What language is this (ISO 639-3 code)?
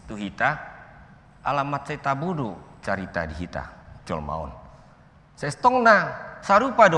bbc